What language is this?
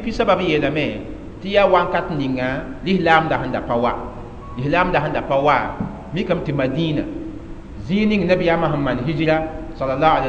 Mossi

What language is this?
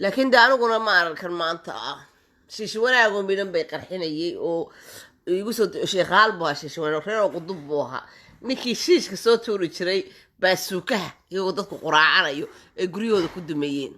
Somali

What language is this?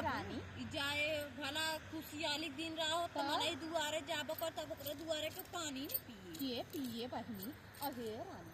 Awadhi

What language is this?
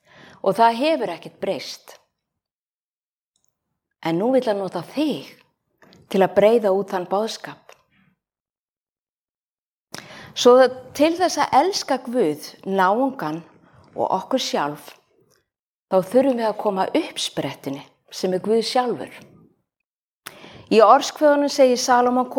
Icelandic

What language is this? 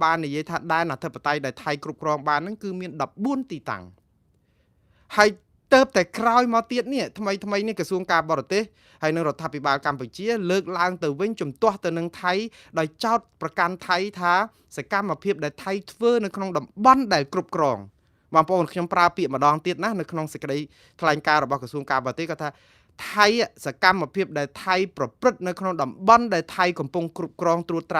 Khmer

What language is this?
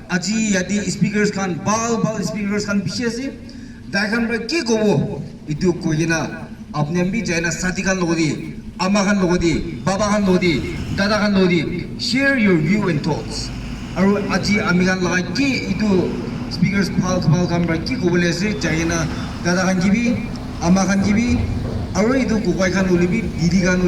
Naga Pidgin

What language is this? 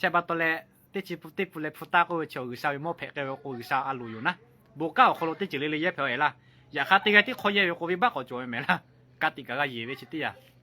Lahu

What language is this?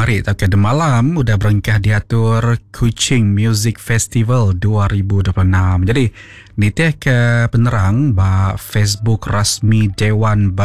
Iban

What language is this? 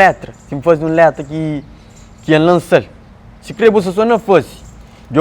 Kabuverdianu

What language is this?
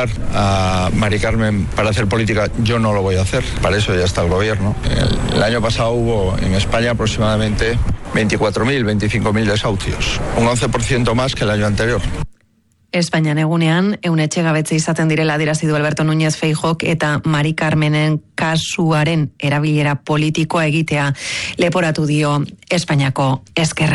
Basque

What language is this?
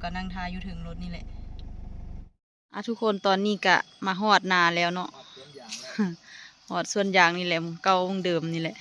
Lao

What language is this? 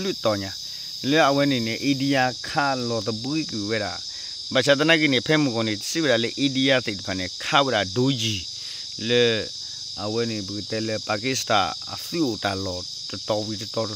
S'gaw Karen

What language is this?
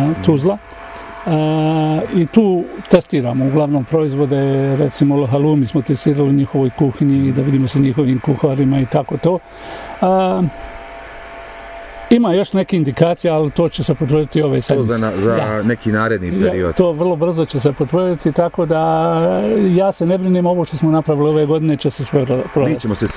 Bosnian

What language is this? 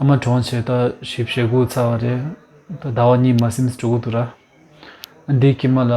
Tibetan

